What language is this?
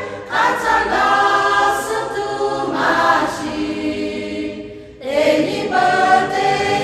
Lahu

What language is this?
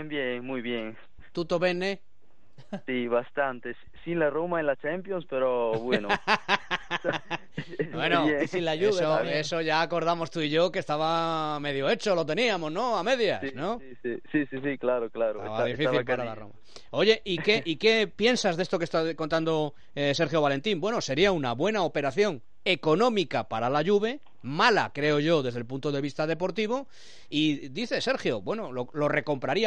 Spanish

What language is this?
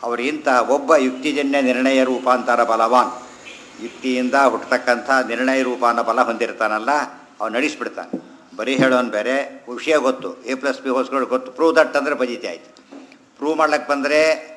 Kannada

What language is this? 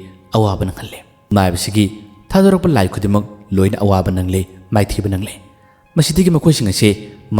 Manipuri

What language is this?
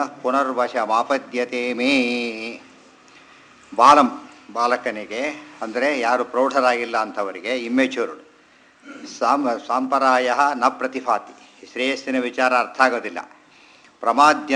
Kannada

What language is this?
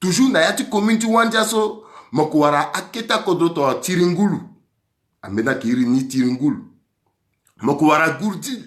Sango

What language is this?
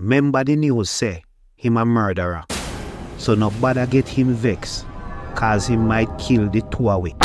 Jamaican Creole English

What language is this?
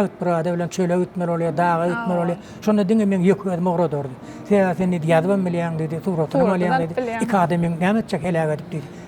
Turkmen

